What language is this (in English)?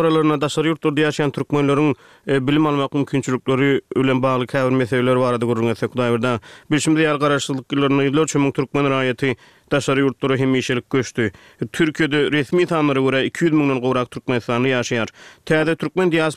Turkmen